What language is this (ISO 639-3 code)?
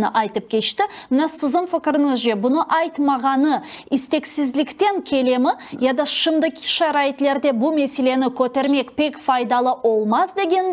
crh